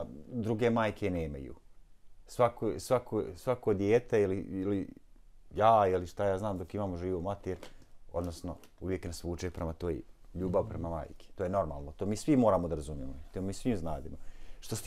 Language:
Bosnian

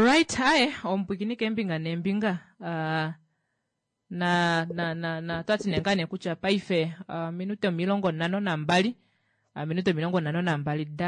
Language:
Kuanyama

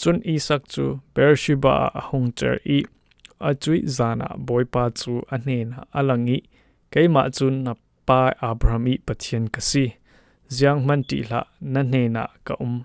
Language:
Falam Chin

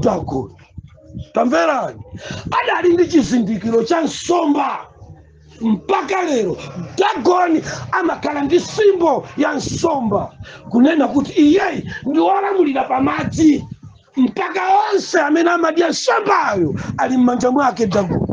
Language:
Nyanja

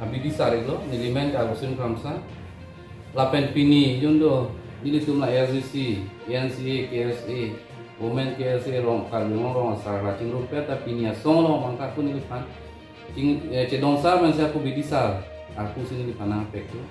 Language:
Karbi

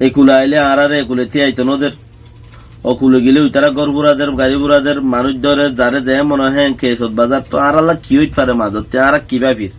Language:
Rohingya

